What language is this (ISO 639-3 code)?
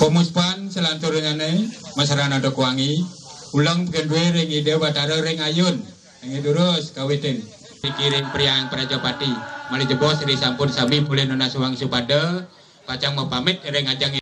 ban